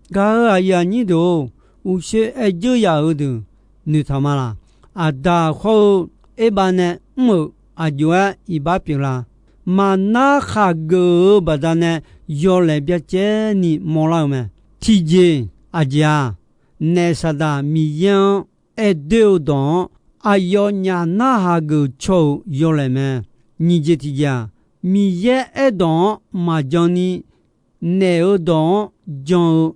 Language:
Akha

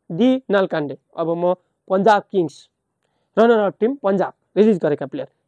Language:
Nepali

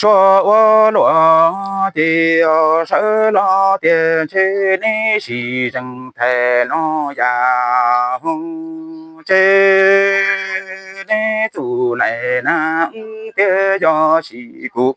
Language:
Hmong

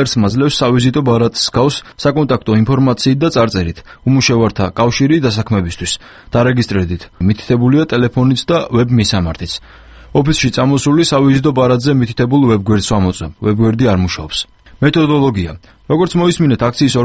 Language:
Georgian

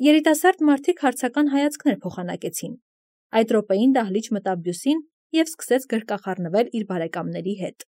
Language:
Armenian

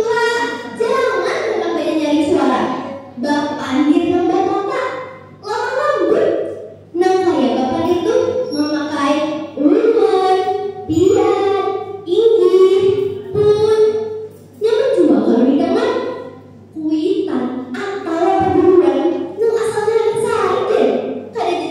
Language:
Banjar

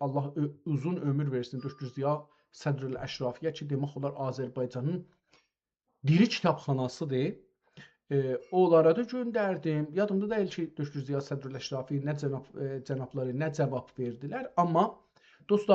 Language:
South Azerbaijani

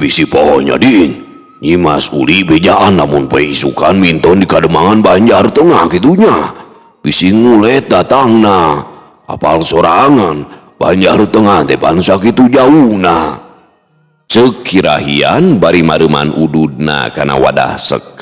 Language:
Sundanese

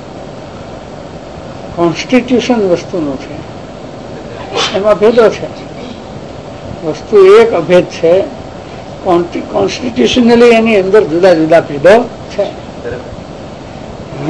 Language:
Gujarati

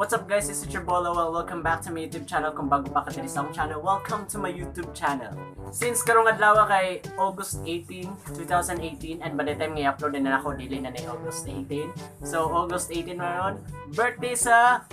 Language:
Cebuano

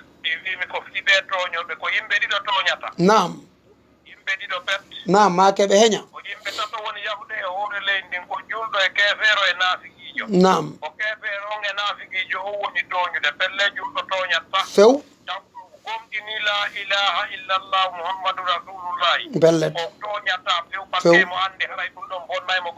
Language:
Fula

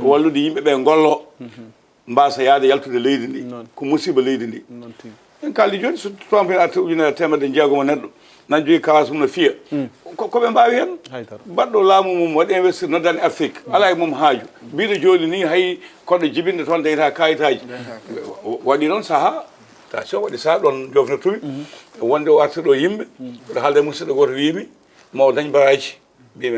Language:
Fula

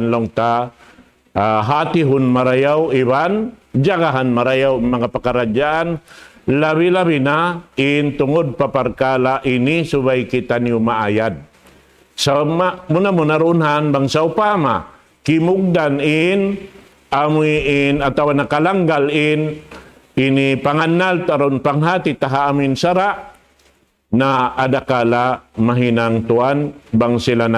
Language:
Tausug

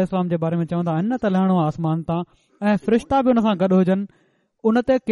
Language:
Sindhi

